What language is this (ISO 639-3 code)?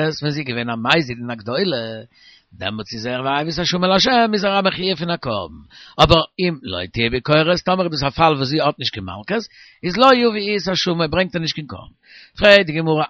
yid